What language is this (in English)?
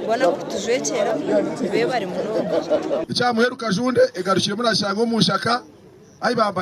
Nyankole